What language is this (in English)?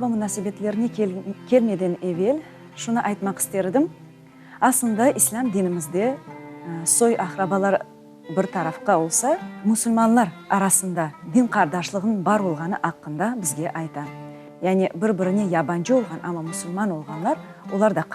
Crimean Tatar